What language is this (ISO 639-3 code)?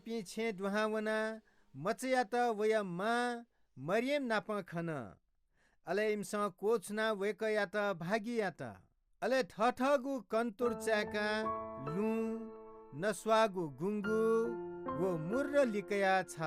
new